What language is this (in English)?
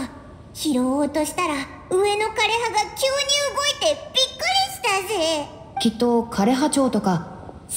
Japanese